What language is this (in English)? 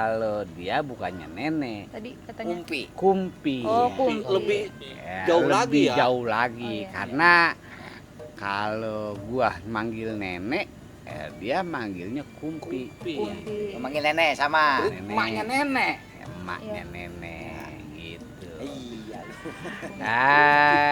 Betawi